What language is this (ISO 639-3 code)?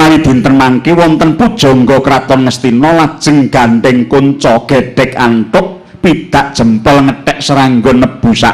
jav